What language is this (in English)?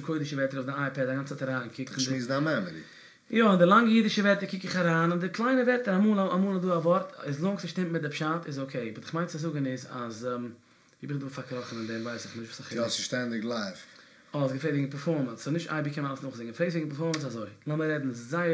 Yiddish